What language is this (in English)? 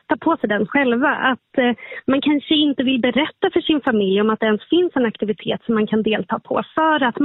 Swedish